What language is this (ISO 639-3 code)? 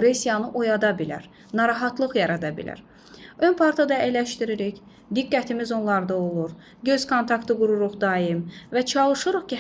aze